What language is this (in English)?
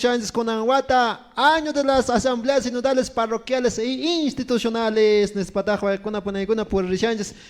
Quechua